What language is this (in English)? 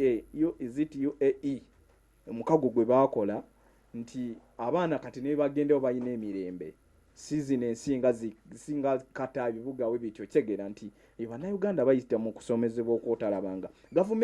Ganda